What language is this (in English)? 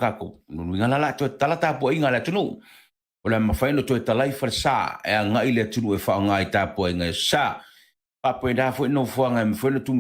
Samoan